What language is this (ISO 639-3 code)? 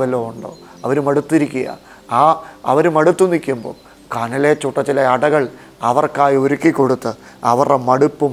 mal